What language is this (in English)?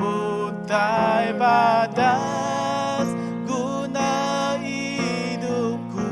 Iban